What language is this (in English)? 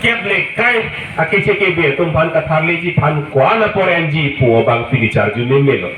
Karbi